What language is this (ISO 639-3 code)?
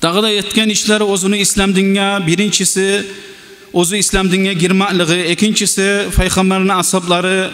kum